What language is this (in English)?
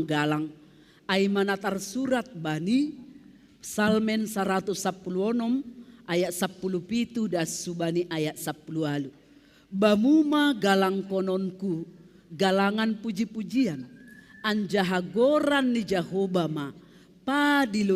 Batak Simalungun